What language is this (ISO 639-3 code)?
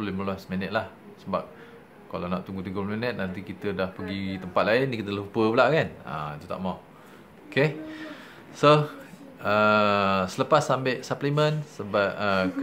msa